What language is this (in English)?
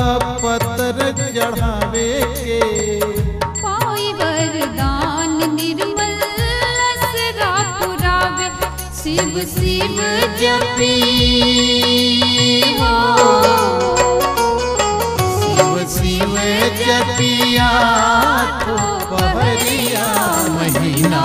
Bhojpuri